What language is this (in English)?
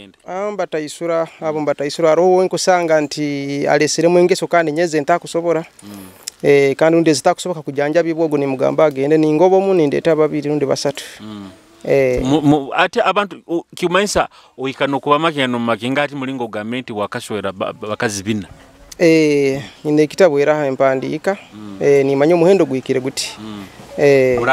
Nyoro